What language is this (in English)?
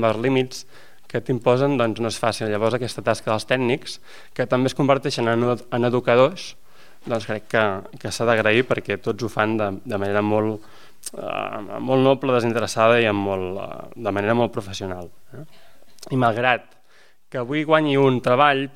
Catalan